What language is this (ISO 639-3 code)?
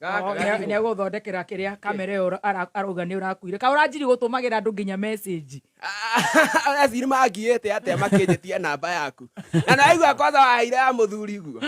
kik